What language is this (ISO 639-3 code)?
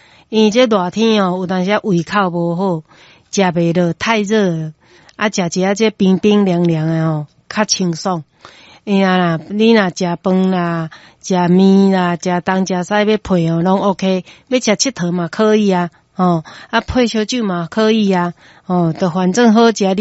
nan